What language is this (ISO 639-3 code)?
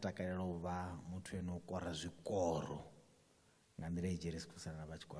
ven